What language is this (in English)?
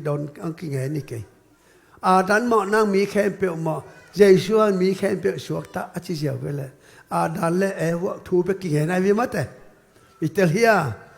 Tedim Chin